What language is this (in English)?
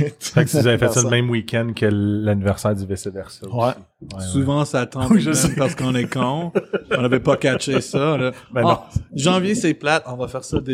French